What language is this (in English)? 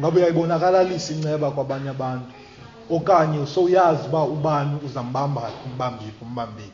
Xhosa